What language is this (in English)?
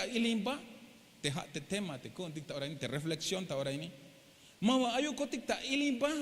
Tzeltal